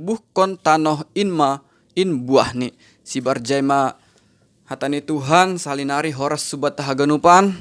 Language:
Batak Simalungun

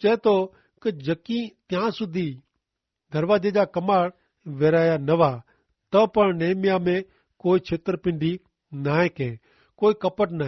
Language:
Kachhi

